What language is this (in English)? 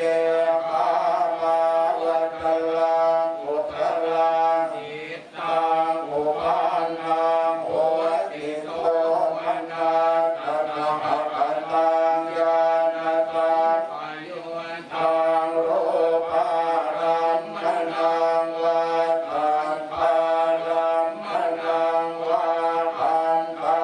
Pali